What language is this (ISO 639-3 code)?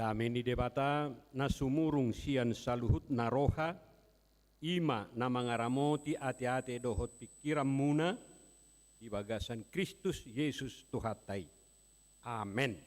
bbc